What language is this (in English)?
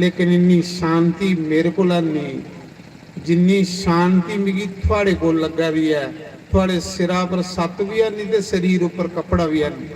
Dogri